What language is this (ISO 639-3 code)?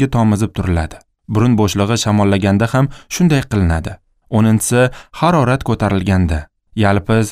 uzb